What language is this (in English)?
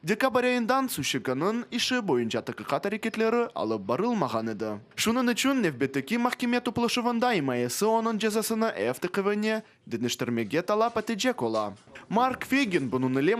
Crimean Tatar